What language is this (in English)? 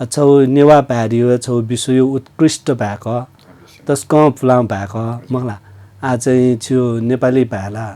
Newari